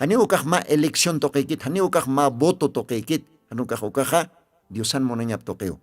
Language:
Aymara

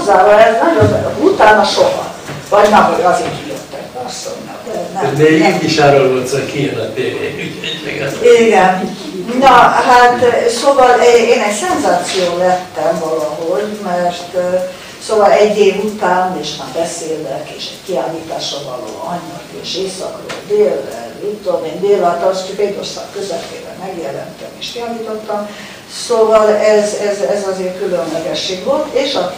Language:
Hungarian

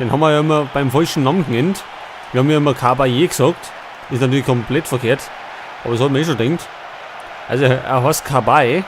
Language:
Bavarian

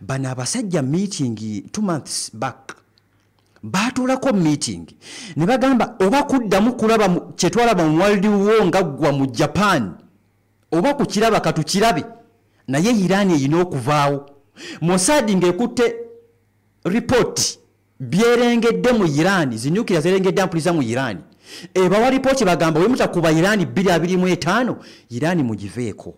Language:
Ganda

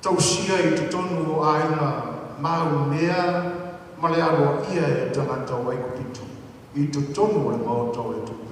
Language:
Samoan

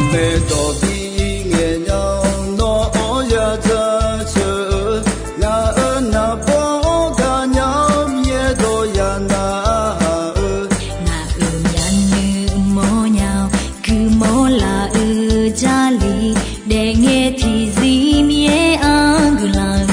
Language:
Akha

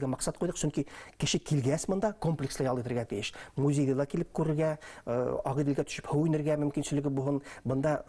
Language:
Bashkir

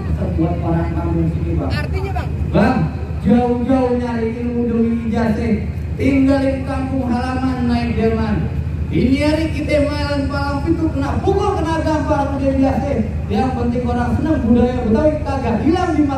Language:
Betawi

